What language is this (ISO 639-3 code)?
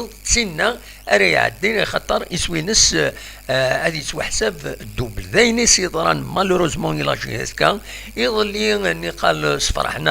kab